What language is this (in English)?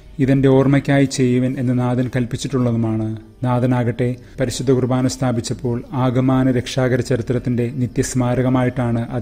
Malayalam